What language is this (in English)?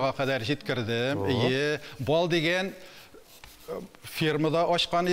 Tatar